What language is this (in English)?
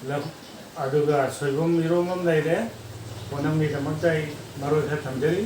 Manipuri